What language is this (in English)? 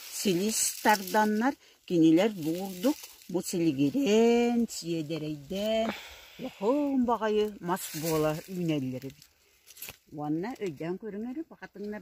Yakut